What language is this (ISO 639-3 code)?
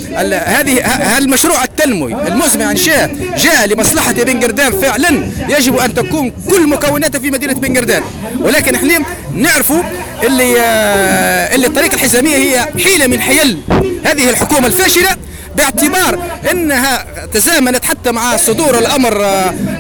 aeb